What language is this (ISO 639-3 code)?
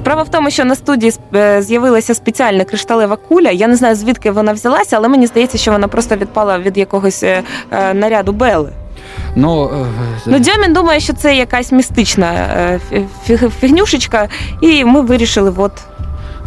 ukr